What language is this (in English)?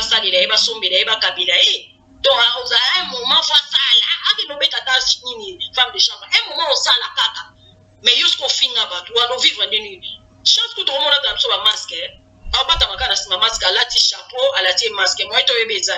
Lingala